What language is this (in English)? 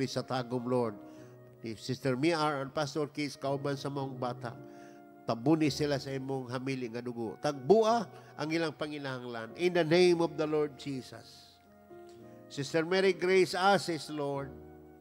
Cebuano